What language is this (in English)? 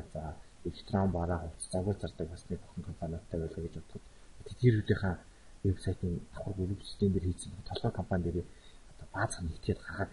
Mongolian